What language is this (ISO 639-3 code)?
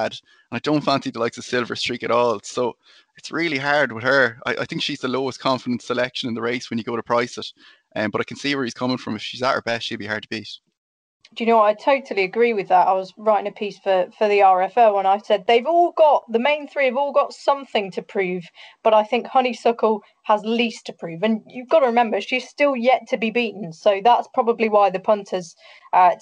eng